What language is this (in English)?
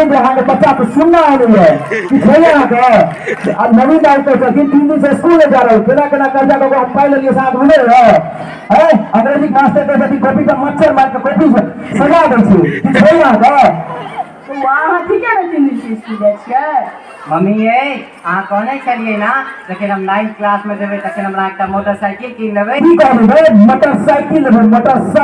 Maithili